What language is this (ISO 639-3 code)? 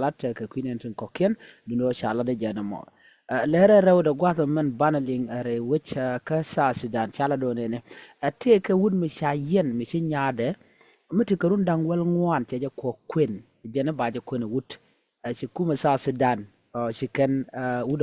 nus